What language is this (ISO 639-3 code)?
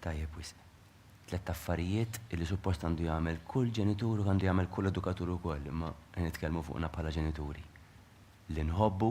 mlt